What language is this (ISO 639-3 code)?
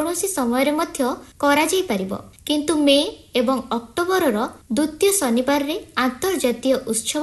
ori